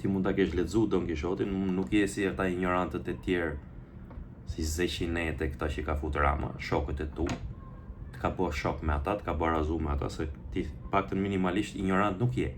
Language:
Albanian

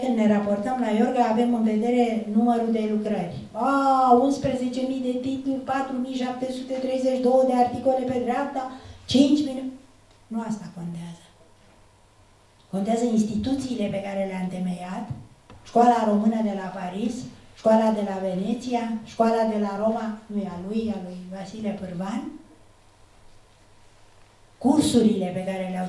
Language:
Romanian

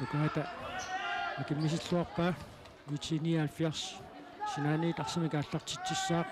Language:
Kalaallisut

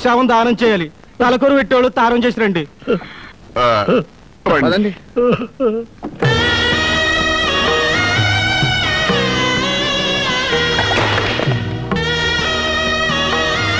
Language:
Telugu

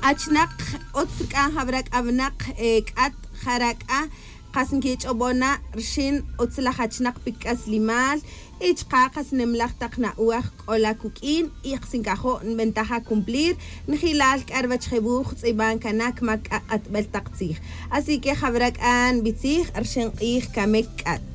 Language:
Tz'utujil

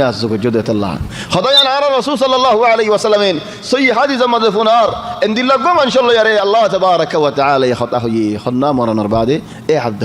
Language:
Rohingya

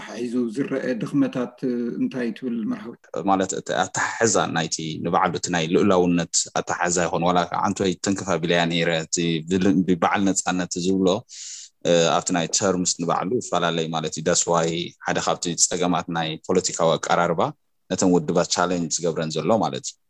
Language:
Tigrinya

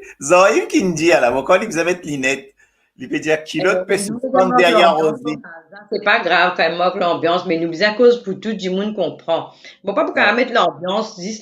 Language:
Morisyen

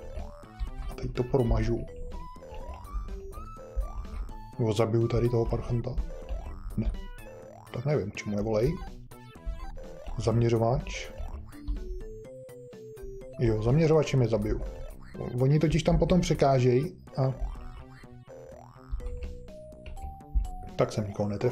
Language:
Czech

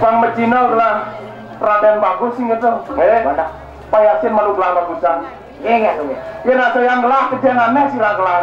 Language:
Balinese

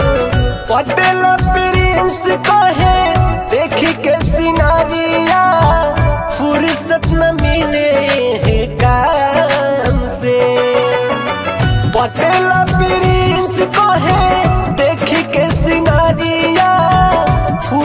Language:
Bhojpuri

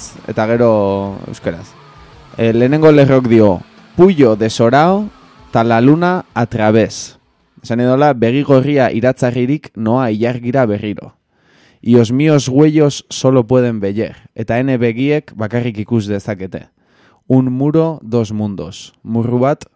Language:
Basque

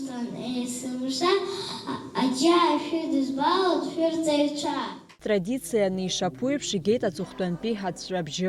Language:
Abkhazian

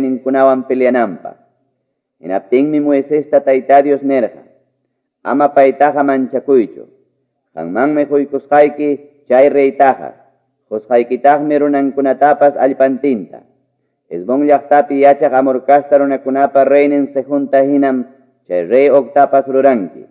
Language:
Quechua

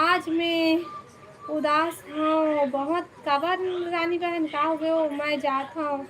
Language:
Chhattisgarhi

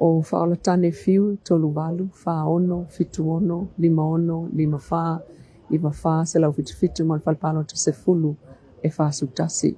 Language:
Samoan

